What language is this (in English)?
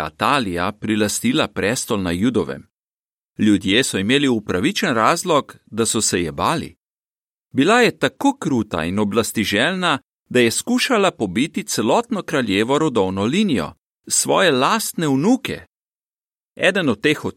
Slovenian